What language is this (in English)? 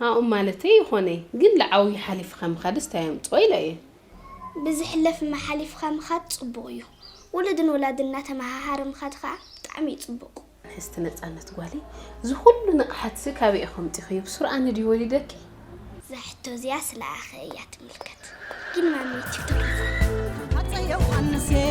Tigrinya